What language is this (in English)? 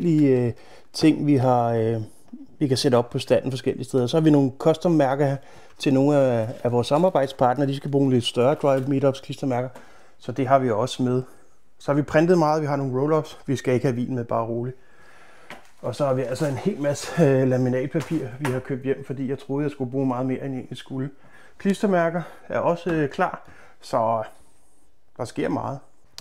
Danish